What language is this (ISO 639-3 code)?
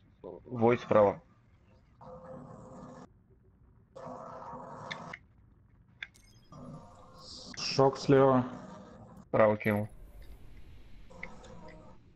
rus